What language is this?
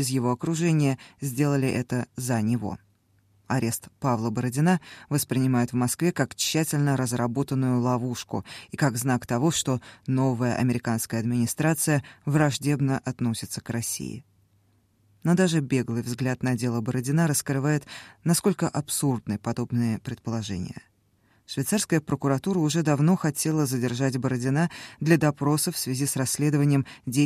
Russian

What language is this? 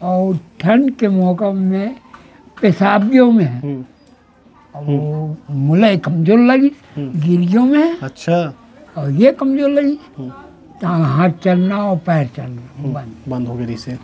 Chhattisgarhi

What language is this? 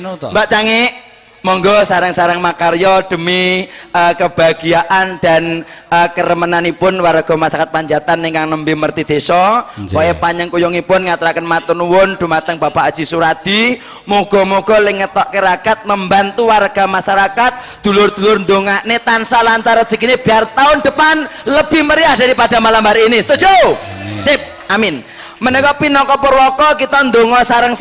Javanese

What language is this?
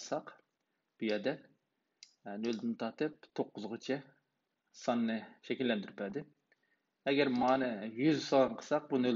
Uyghur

